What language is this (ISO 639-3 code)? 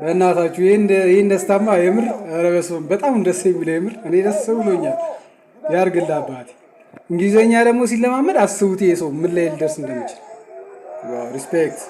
amh